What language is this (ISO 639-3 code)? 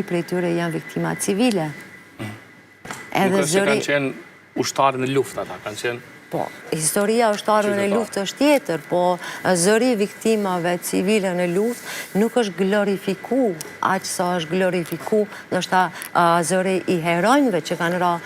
sqi